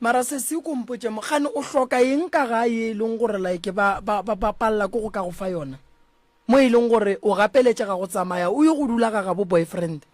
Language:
Northern Sotho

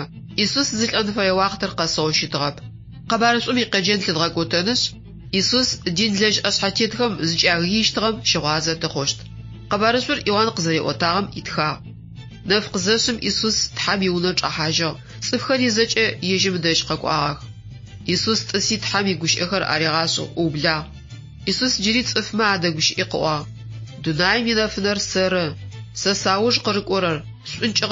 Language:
Adyghe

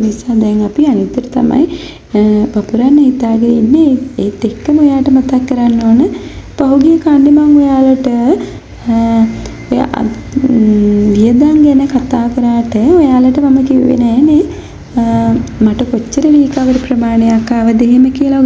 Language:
Sinhala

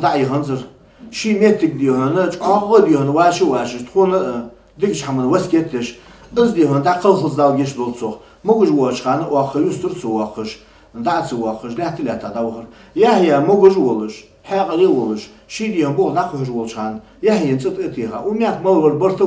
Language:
Ingush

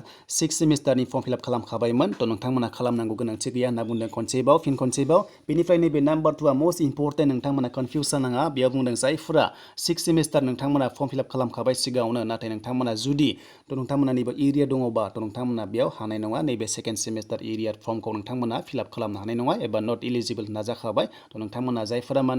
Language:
Bodo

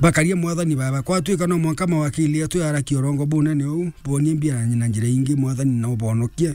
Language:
Meru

